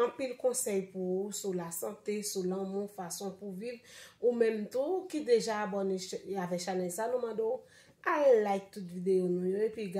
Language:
Haitian Creole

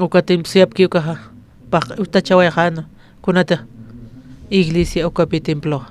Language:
Aymara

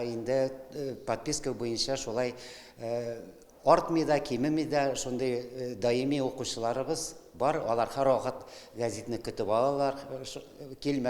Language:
Tatar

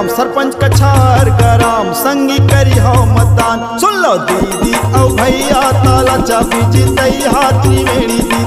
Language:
Chhattisgarhi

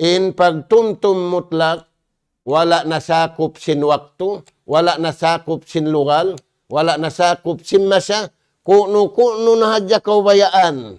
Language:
Tausug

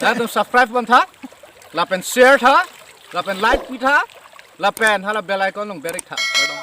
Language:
Karbi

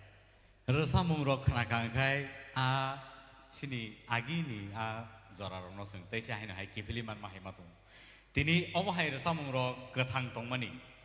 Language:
Kok Borok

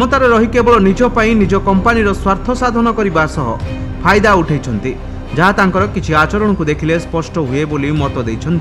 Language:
Odia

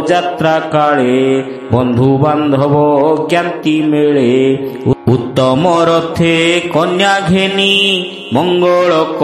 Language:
Odia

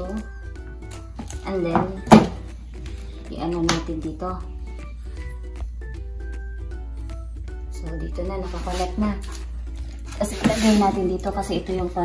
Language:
Filipino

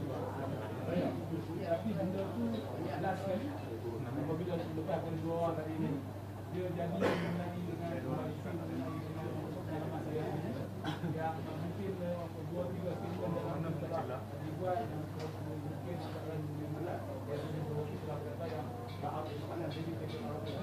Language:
Malay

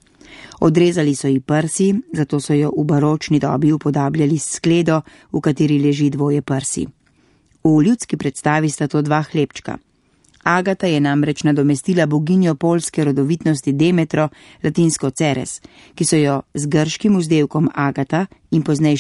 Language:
Slovenian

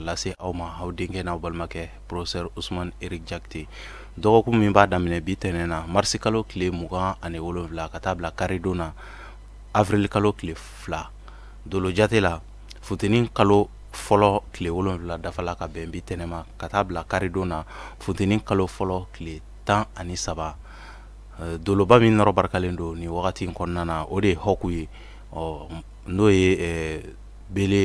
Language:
Bambara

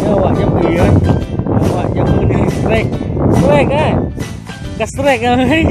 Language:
Achinese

